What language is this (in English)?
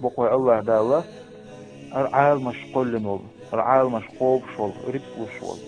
Chechen